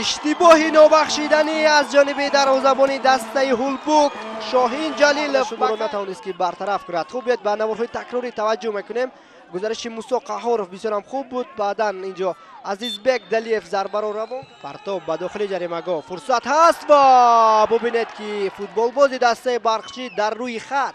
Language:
Tajik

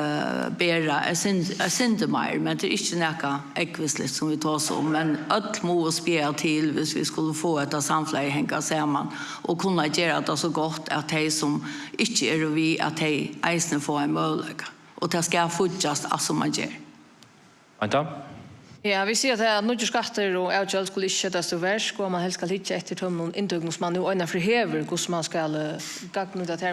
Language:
Faroese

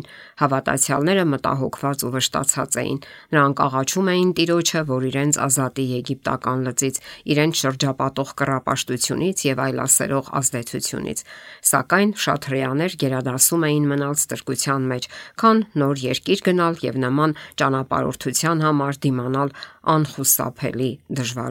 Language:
Armenian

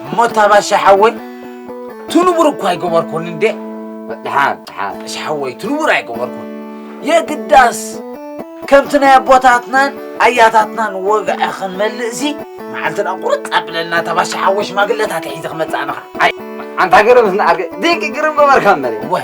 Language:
Tigrinya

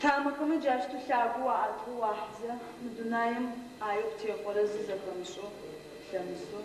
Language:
Adyghe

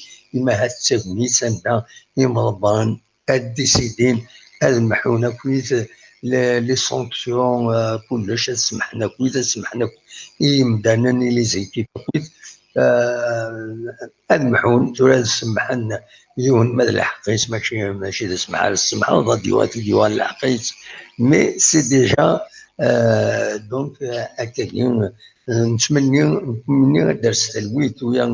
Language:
Kabyle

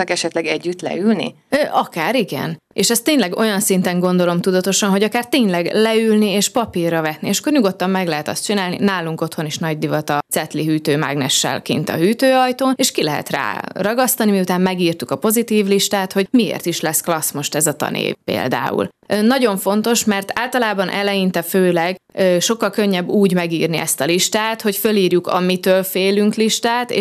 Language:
Hungarian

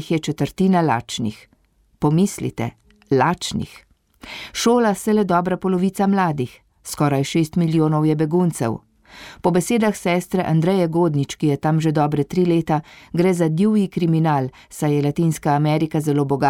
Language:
Slovenian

